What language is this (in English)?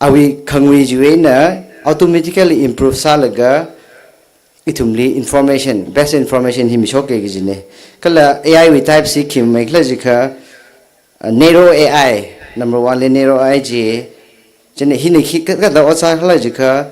Tangkhul Naga (India)